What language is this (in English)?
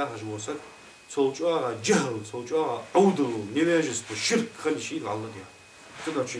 Ingush